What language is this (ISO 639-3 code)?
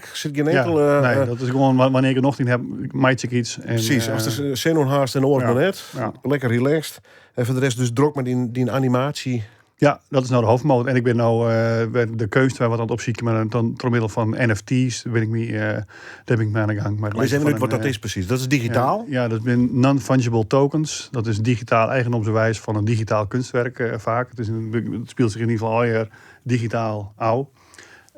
fry